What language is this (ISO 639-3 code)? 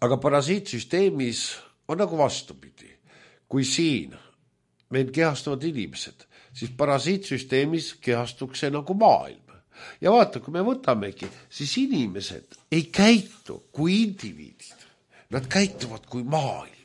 est